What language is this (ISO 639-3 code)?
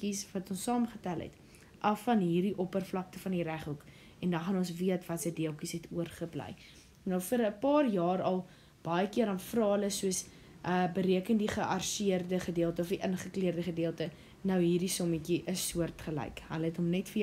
afr